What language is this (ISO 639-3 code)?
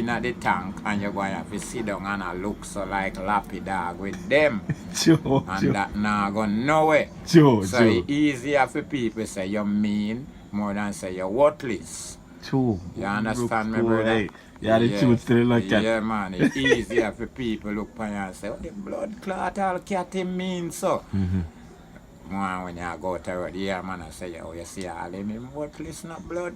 jam